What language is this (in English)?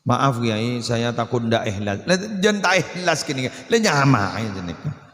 Madurese